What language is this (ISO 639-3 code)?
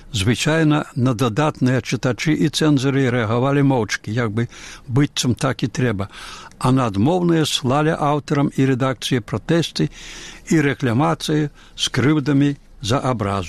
bel